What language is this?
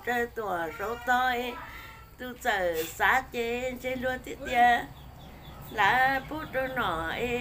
Hmong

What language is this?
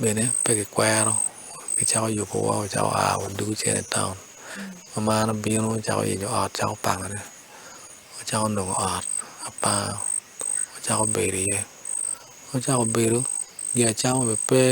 Acoli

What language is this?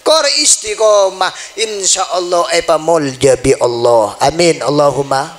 Madurese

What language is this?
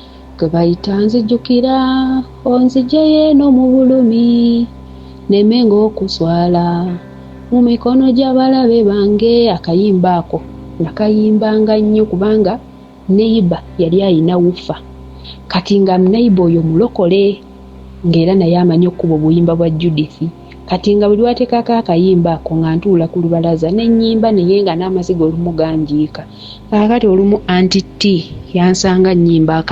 Ganda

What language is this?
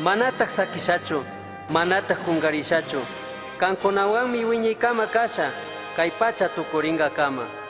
Chimborazo Highland Quichua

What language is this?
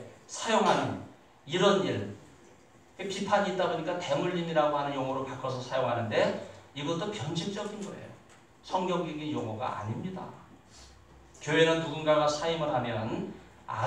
Korean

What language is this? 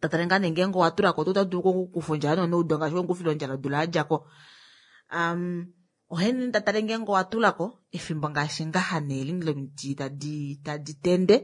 Kuanyama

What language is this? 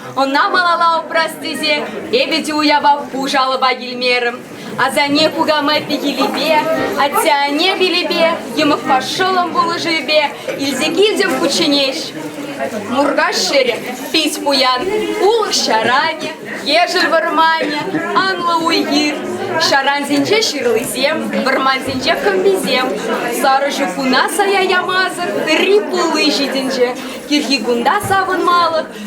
Chuvash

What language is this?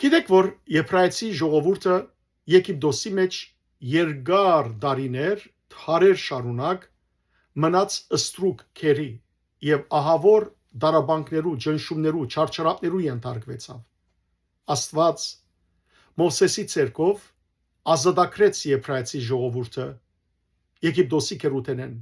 Western Armenian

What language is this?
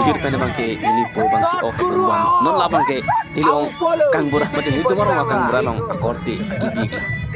Karbi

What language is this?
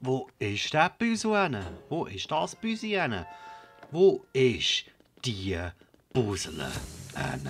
Swiss German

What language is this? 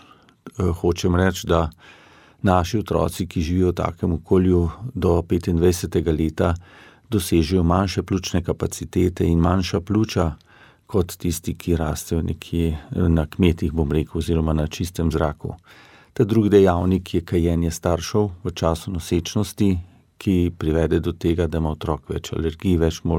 Slovenian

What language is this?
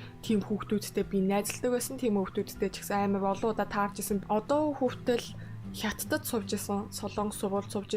Mongolian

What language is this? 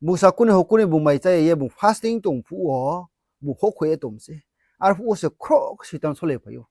Riang (India)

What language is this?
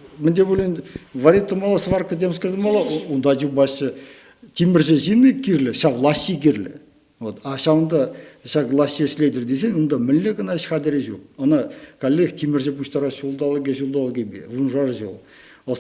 Chuvash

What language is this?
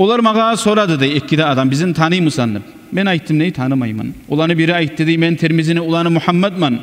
Kumyk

